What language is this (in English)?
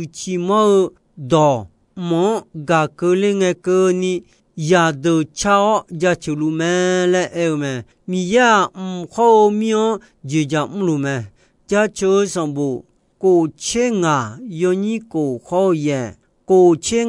Akha